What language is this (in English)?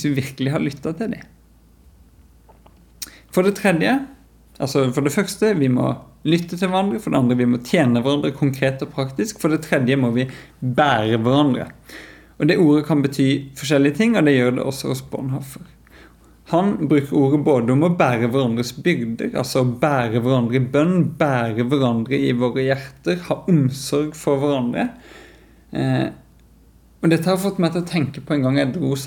Norwegian